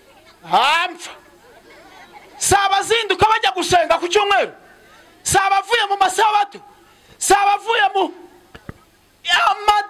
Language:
Kinyarwanda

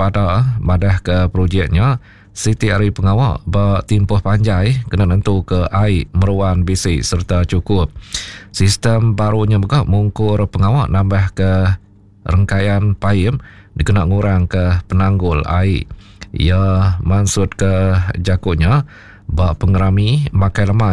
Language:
Iban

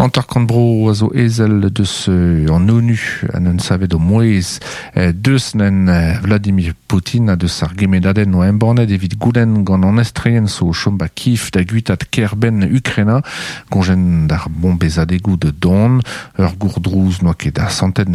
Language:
Breton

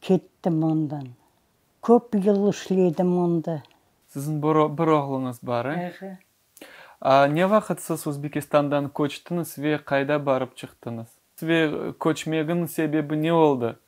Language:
Crimean Tatar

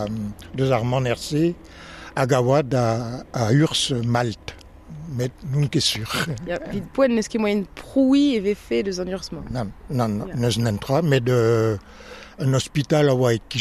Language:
Breton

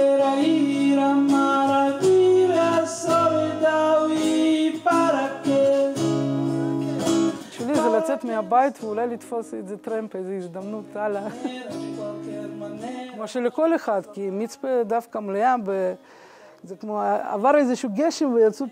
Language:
Hebrew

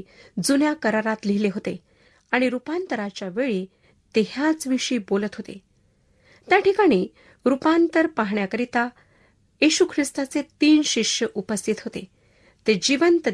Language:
Marathi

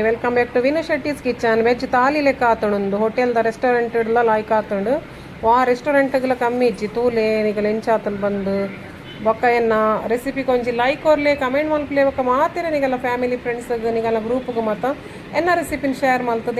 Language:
Tulu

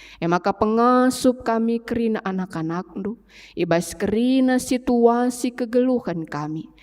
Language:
Batak Karo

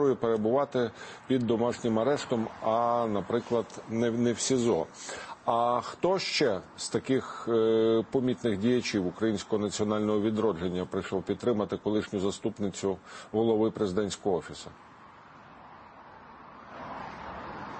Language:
Ukrainian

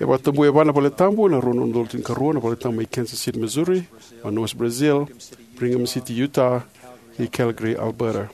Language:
Fijian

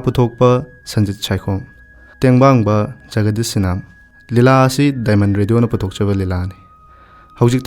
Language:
Manipuri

